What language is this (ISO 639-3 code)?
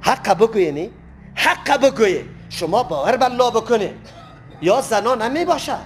fas